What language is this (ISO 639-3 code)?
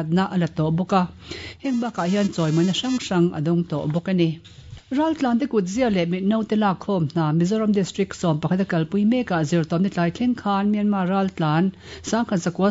lus